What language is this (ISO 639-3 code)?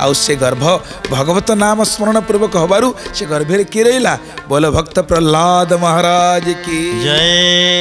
ori